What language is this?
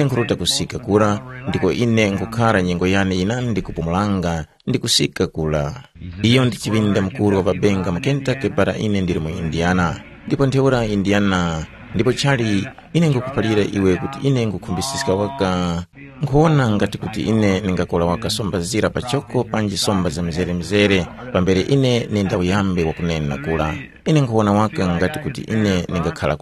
Tumbuka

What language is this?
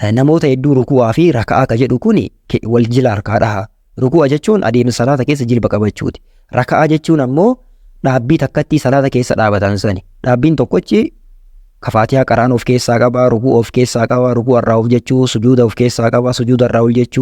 Oromo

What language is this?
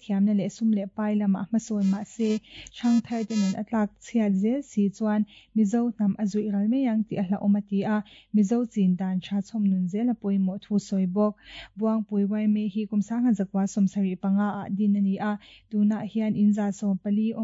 Mizo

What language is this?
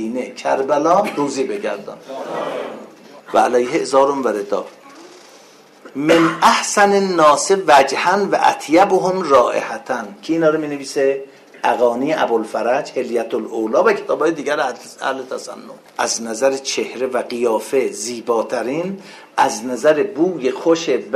Persian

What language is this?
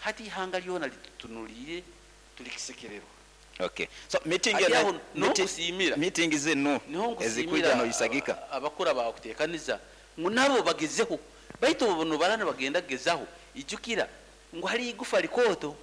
Nyoro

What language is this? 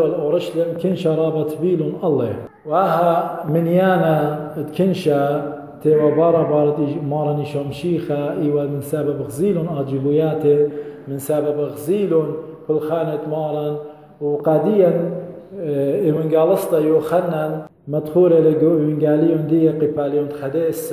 Assyrian Neo-Aramaic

